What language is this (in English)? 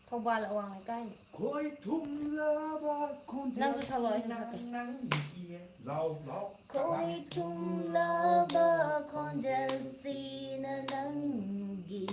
Manipuri